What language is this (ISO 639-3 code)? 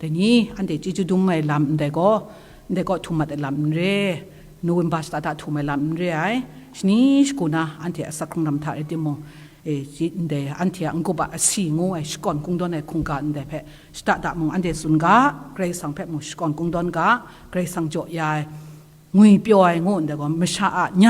kac